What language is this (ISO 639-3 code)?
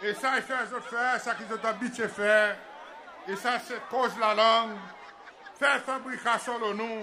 crs